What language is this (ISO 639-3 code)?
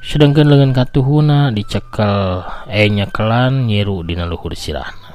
sun